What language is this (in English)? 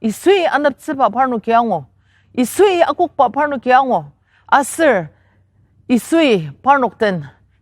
Ao Naga